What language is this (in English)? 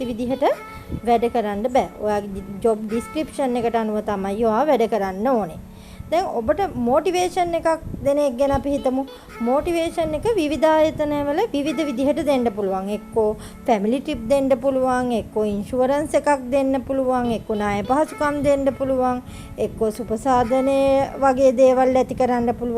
Sinhala